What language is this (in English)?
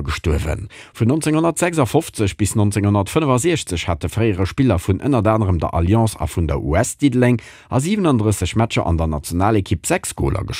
Luxembourgish